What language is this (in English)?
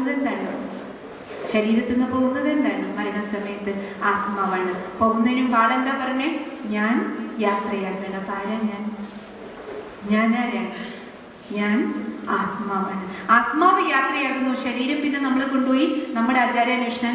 Malayalam